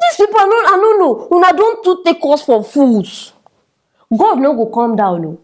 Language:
Nigerian Pidgin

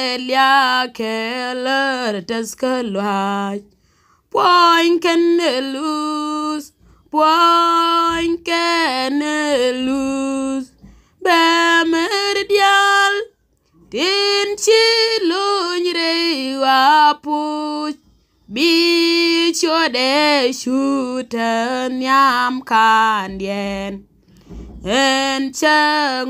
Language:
Nuer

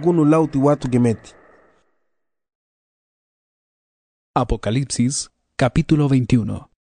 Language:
Garifuna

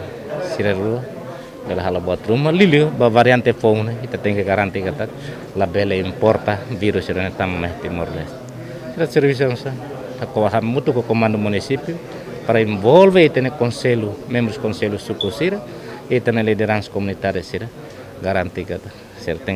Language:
Tetum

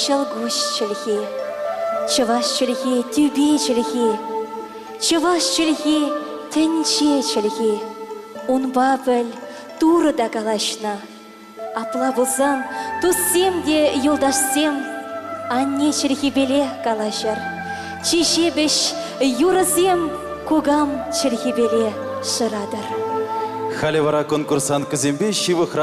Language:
Chuvash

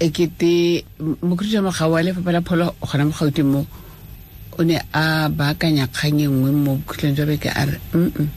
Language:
Tswana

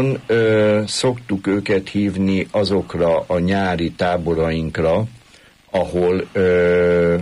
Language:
Hungarian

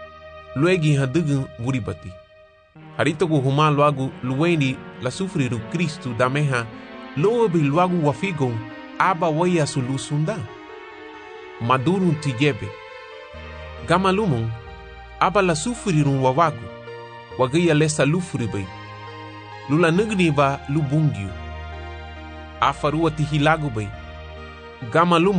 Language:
Garifuna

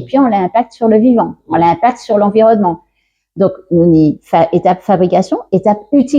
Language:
Guadeloupean Creole French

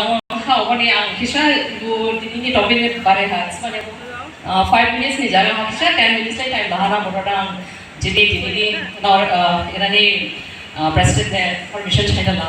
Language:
Dimasa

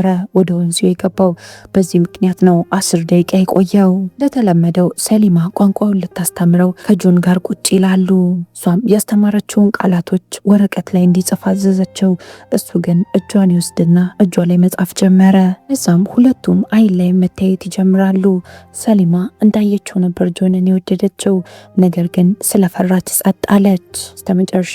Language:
Amharic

